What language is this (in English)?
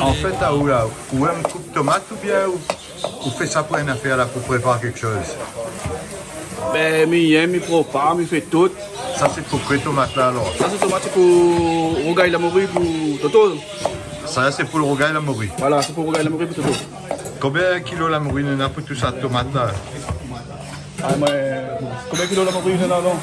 Réunion Creole French